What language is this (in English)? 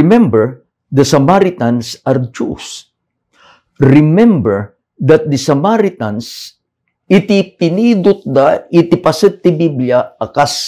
Iloko